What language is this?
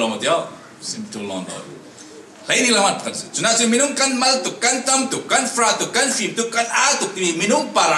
Falam Chin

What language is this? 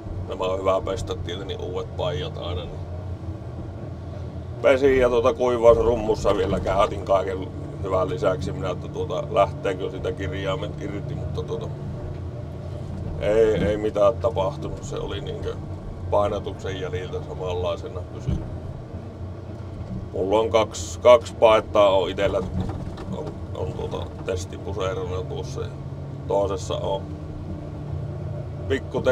Finnish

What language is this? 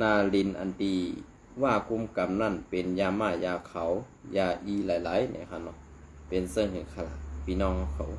Shan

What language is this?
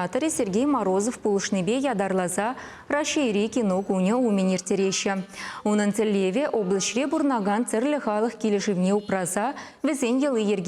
Chuvash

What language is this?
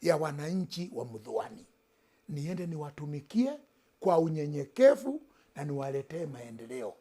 Swahili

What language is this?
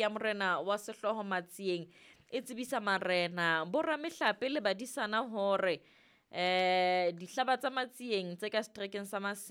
Southern Sotho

